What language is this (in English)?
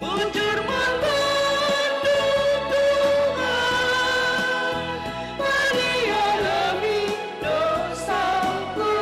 Batak Karo